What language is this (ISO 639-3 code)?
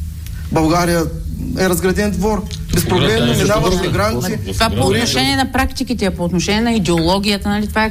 bul